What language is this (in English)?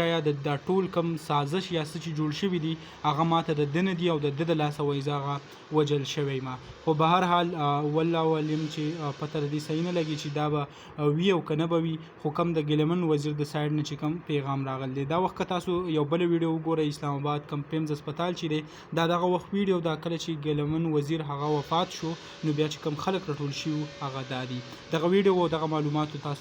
Pashto